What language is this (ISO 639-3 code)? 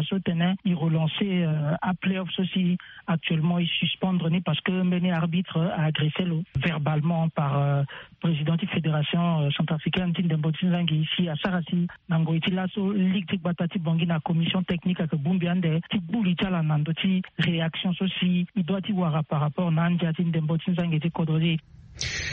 sag